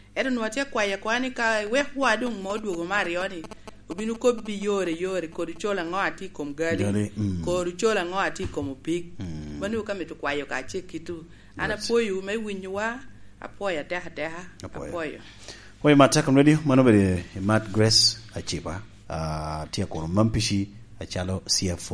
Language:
Lango (Uganda)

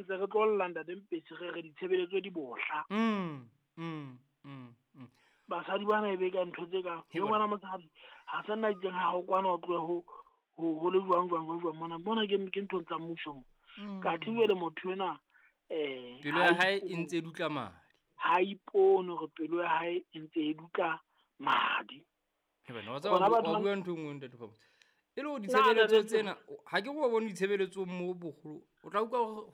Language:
Southern Sotho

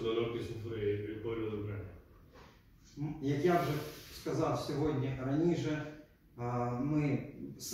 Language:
Ukrainian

